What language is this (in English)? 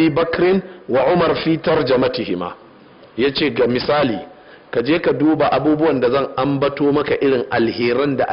Hausa